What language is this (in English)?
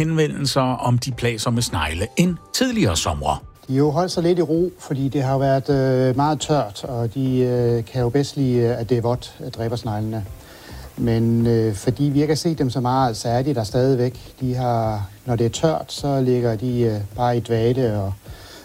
Danish